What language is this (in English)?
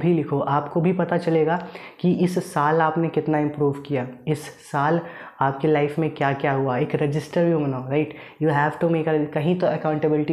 Hindi